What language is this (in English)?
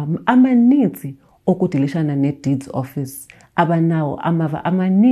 Xhosa